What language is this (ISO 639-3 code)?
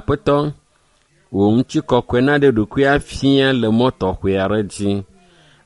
ewe